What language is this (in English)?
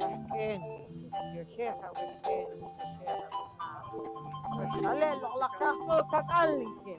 Poqomchi'